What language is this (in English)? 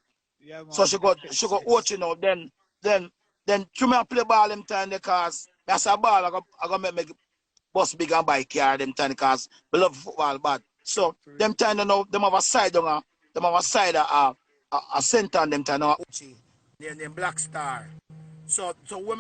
Jamaican Creole English